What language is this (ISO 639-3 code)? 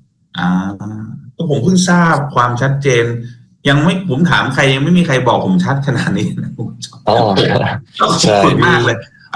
tha